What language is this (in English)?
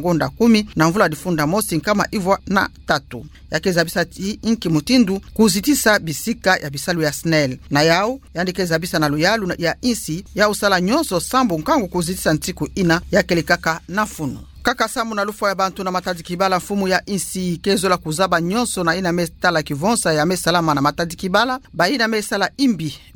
Kituba (Democratic Republic of Congo)